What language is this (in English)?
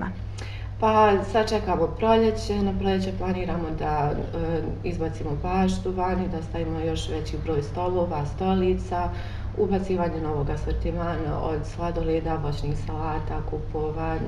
Bosnian